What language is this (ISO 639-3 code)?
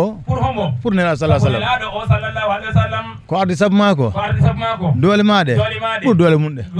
ful